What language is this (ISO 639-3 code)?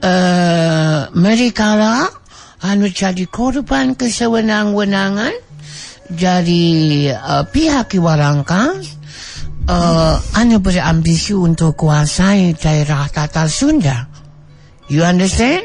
sun